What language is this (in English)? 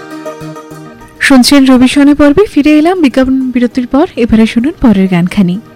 Bangla